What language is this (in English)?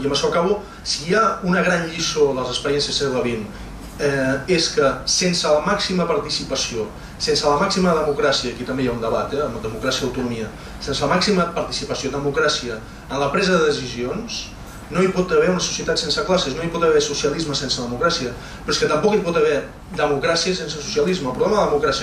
Catalan